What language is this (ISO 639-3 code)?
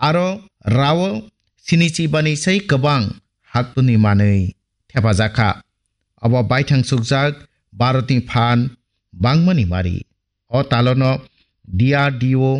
trp